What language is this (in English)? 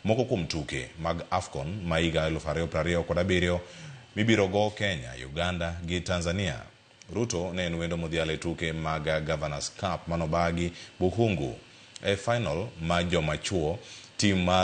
Luo (Kenya and Tanzania)